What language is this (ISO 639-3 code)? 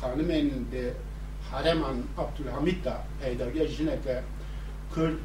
kur